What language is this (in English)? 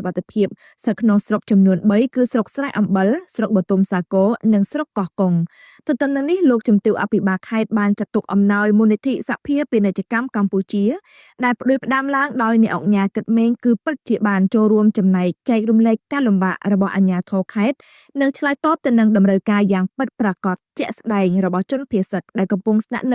Khmer